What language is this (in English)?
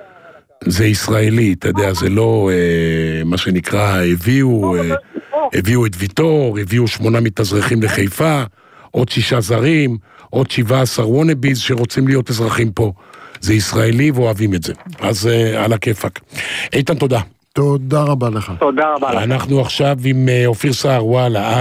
Hebrew